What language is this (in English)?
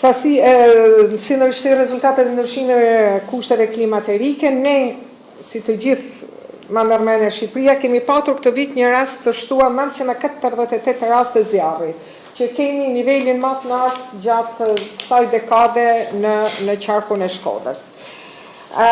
Albanian